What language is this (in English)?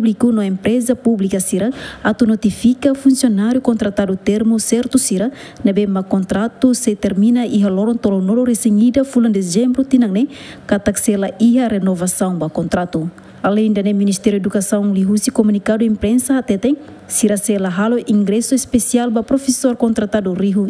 Tetum